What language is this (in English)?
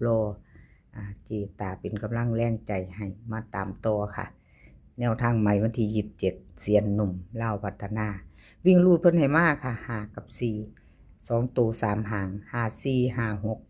Northeastern Thai